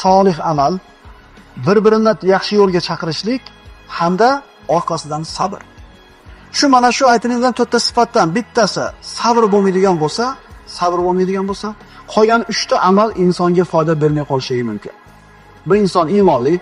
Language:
Uzbek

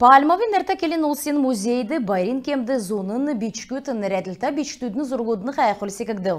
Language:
Kalmyk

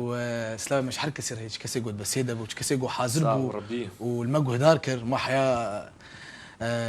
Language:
Kurdish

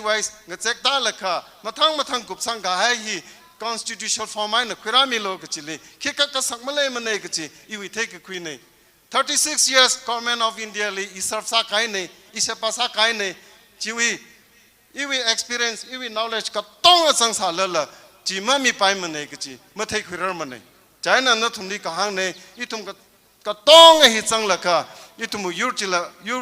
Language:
Tangkhul Naga (India)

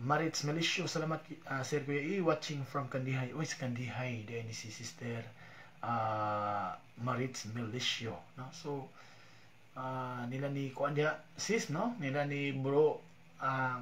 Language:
Cebuano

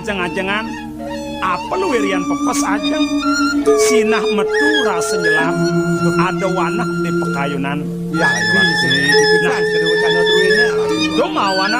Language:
Balinese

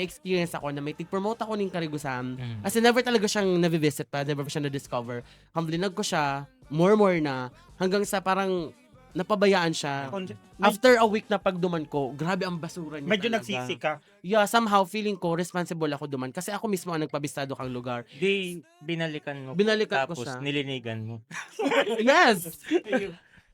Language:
Bikol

